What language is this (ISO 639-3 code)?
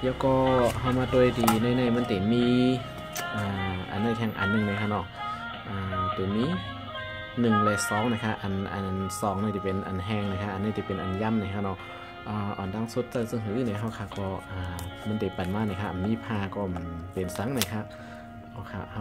shn